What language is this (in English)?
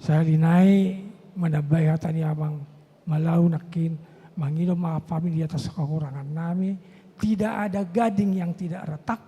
Batak Toba